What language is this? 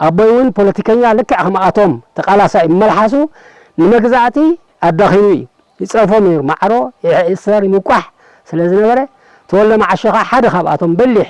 Tigrinya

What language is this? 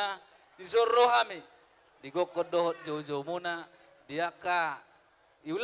Batak Toba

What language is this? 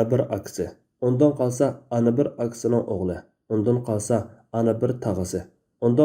Uyghur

